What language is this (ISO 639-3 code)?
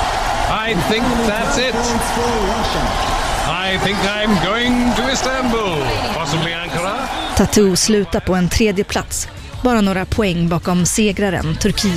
swe